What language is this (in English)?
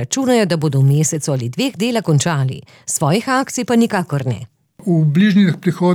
Slovenian